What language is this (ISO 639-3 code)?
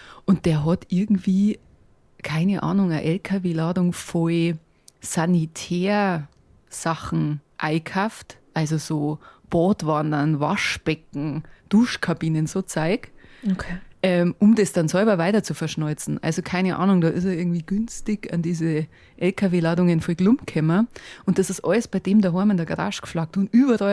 bar